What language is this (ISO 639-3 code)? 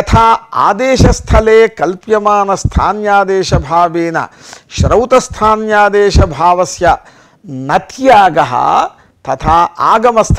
san